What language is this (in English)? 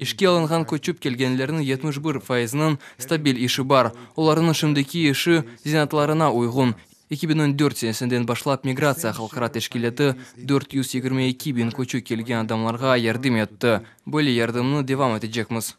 Crimean Tatar